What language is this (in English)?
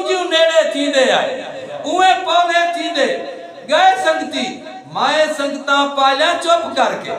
Saraiki